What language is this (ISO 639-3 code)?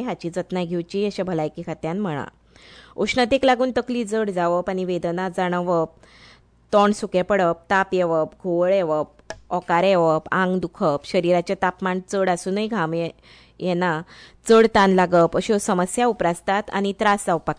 kok